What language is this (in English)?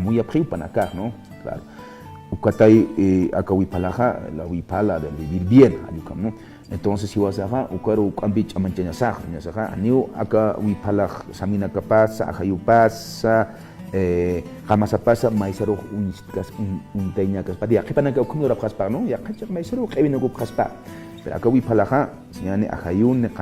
Aymara